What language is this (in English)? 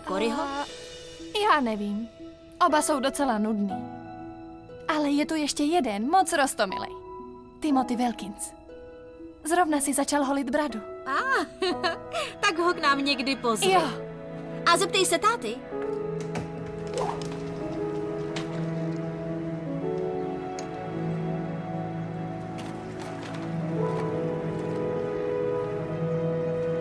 Czech